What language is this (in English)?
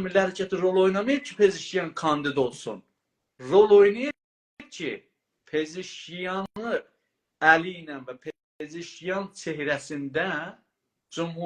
South Azerbaijani